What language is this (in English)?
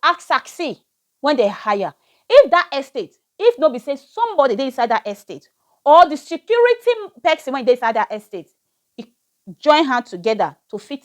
Nigerian Pidgin